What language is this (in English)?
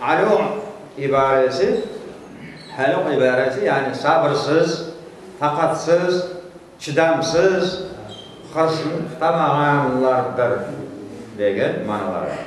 Crimean Tatar